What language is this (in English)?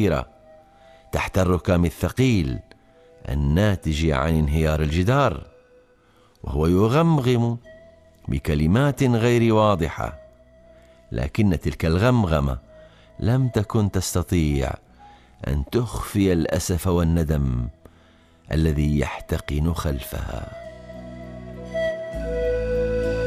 Arabic